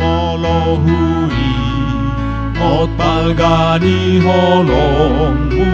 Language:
Batak Toba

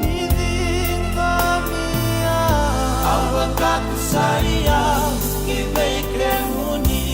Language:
Fijian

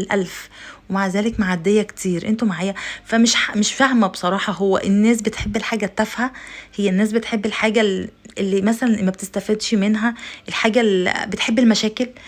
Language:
Egyptian Arabic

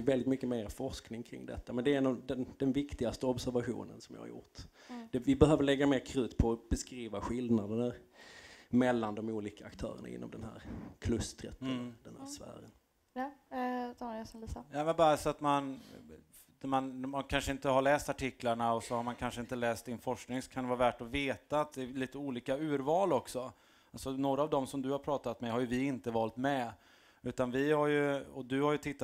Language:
Swedish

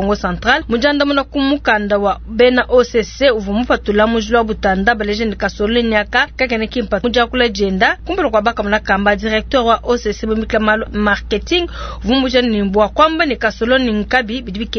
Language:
Luba-Lulua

